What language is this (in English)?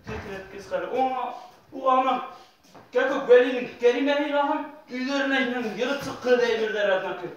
Bashkir